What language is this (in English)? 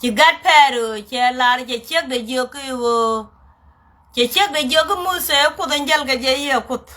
Nuer